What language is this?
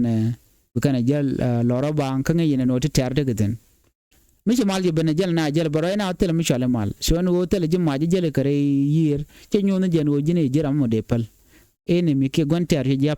Nuer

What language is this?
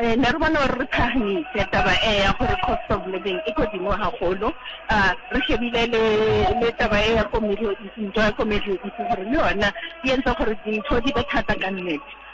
Southern Sotho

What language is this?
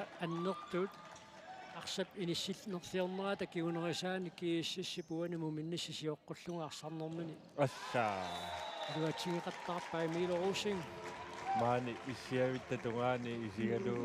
Kalaallisut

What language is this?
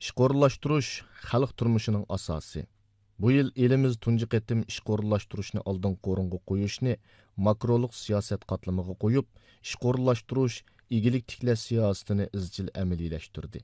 Uyghur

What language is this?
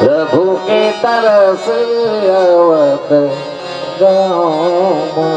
Chhattisgarhi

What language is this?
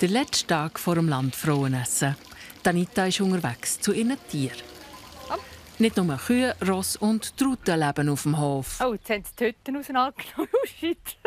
Swiss German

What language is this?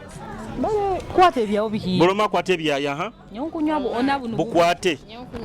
Nyoro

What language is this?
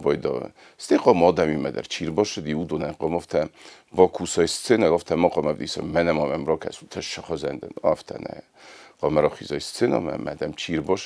Ossetic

